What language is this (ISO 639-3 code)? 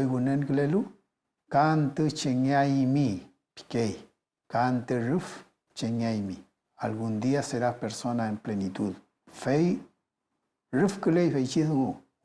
arn